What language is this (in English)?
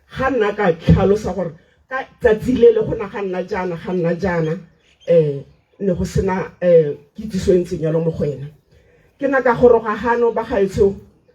Tswana